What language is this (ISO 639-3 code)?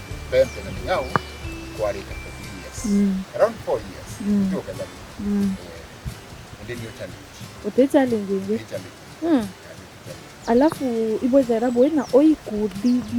mer